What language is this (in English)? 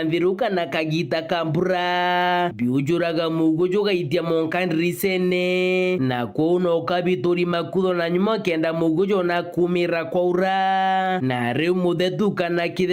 Meru